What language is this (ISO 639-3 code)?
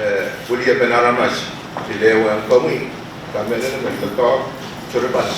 pon